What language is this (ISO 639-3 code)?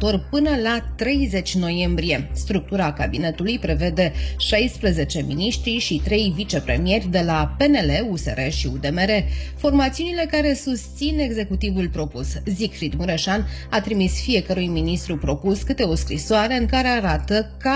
ron